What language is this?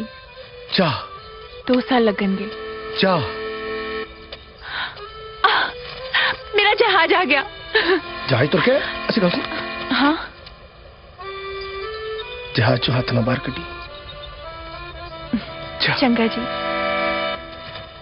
Punjabi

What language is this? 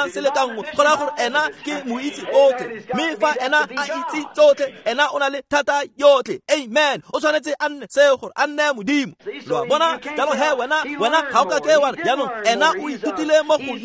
Tswana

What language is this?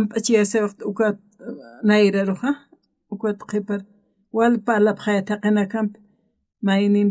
Aymara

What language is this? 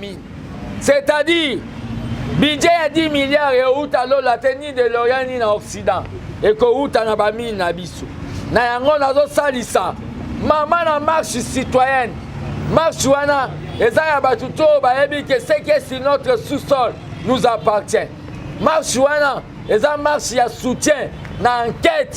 Lingala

